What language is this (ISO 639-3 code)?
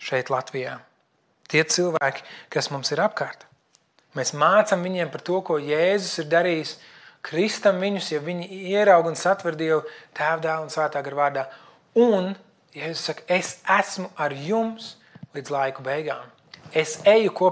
lav